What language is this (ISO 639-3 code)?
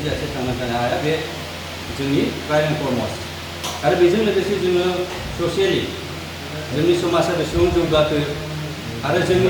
brx